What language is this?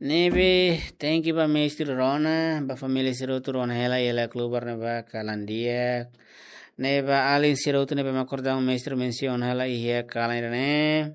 Tetum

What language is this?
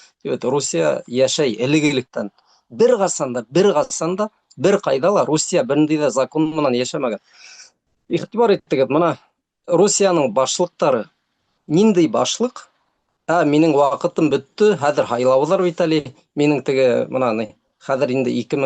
Bashkir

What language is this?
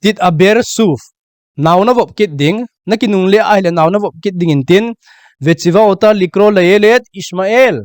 Thado Chin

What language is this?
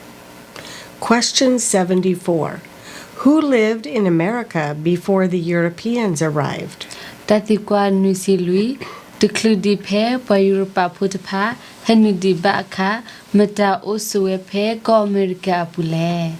S'gaw Karen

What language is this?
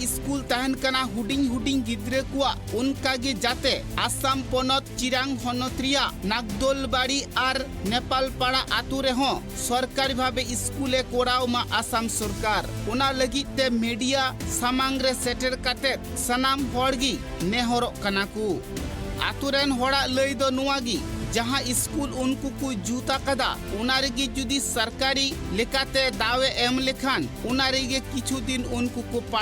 Santali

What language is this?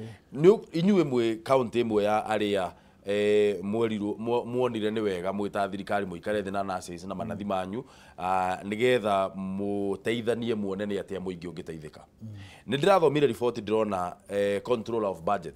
Kikuyu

